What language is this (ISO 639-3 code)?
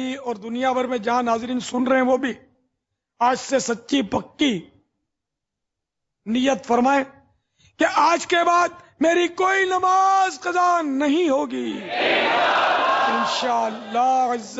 urd